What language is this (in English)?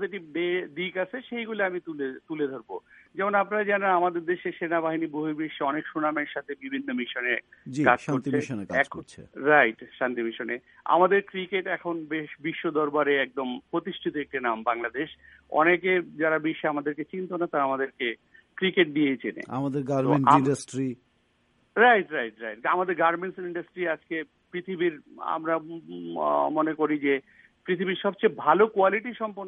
Bangla